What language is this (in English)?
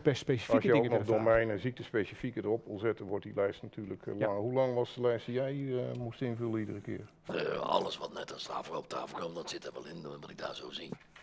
Dutch